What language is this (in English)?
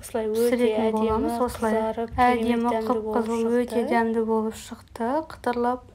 Kazakh